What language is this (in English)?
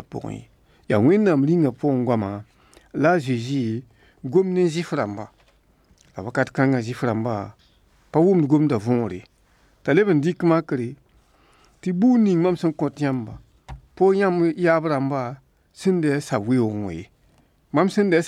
Mossi